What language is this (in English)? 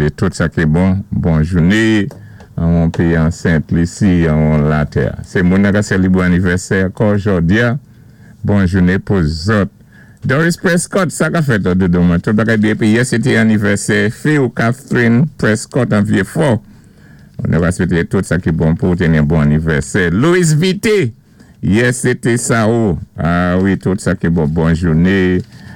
Saint Lucian Creole French